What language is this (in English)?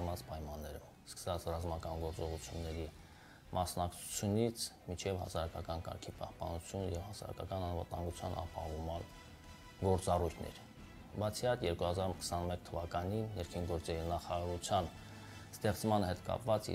Armenian